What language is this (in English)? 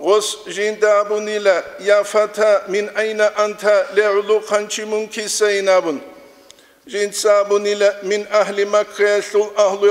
Avaric